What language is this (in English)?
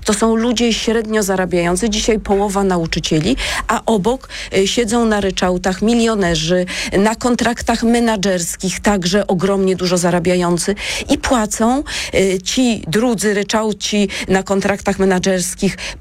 Polish